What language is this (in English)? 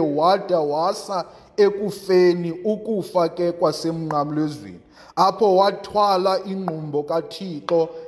Xhosa